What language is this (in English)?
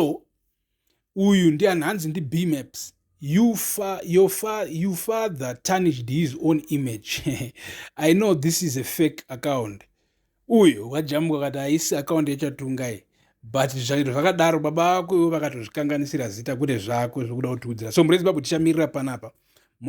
Shona